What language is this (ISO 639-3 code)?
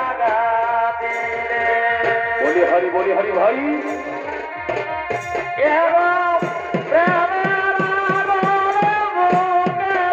ben